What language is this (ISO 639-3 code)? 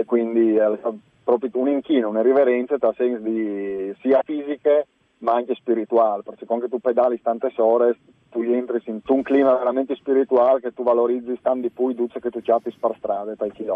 fur